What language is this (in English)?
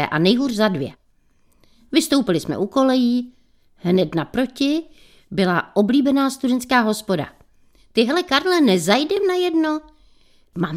Czech